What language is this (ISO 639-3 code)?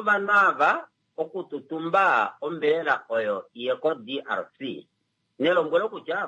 kua